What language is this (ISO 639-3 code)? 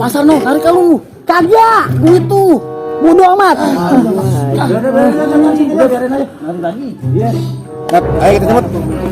bew